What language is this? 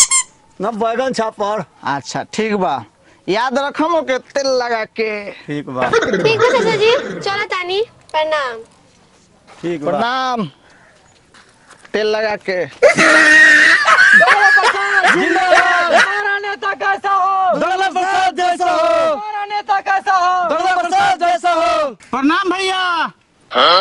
Bhojpuri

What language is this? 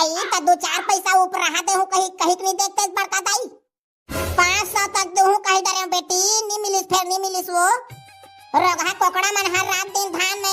Chhattisgarhi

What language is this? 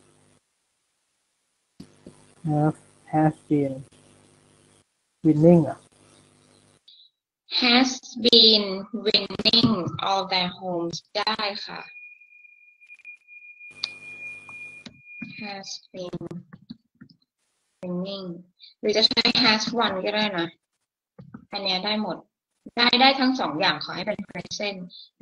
Thai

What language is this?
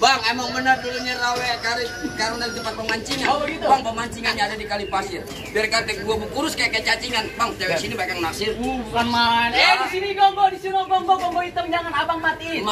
Betawi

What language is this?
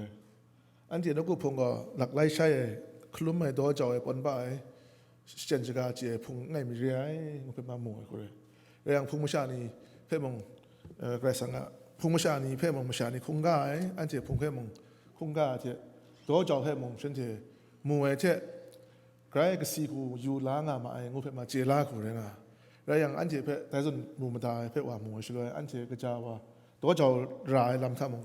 Kachin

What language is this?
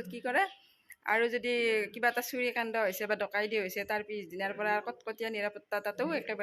Assamese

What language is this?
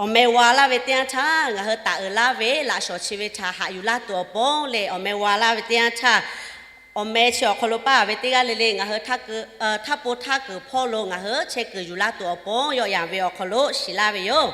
Lahu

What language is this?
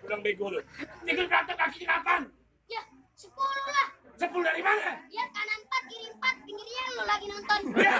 Betawi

